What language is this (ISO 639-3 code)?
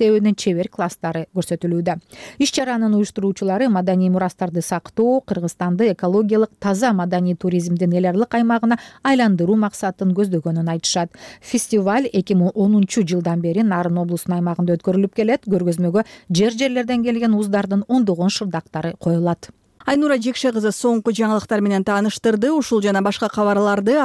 kir